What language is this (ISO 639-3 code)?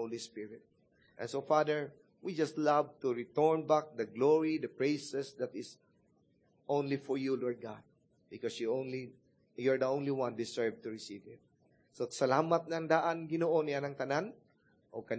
ceb